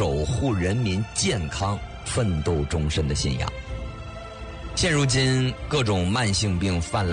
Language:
Chinese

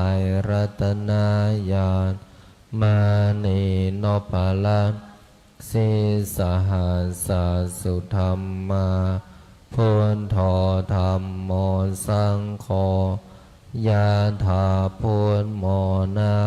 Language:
Pali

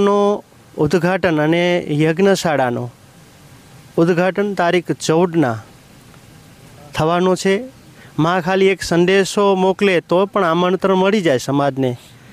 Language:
Gujarati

